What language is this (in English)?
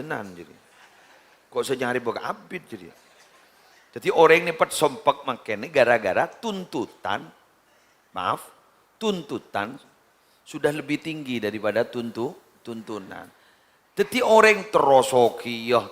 Madurese